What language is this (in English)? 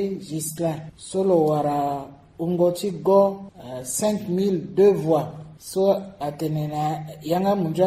Sango